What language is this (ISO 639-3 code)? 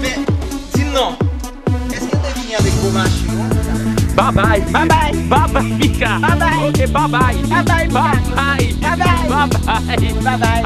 hat